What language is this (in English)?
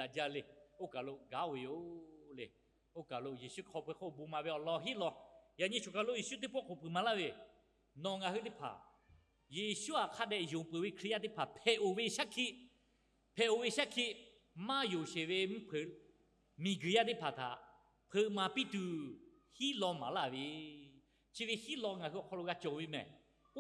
Lahu